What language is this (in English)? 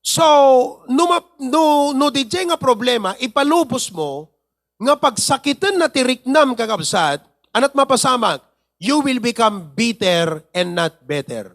Iloko